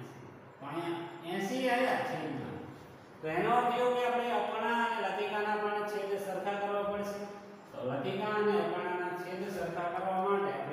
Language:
Gujarati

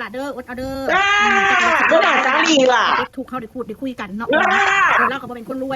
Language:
Northeastern Thai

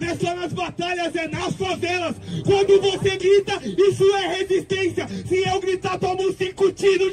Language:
Portuguese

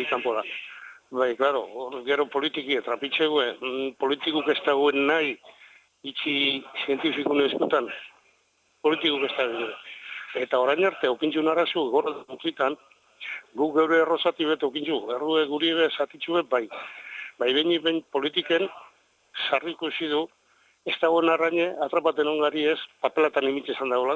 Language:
Basque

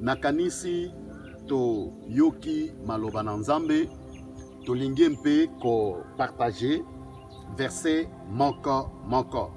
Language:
Lingala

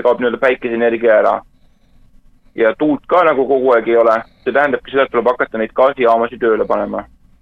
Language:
Estonian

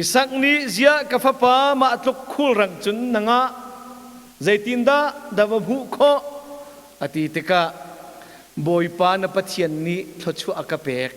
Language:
Hakha Chin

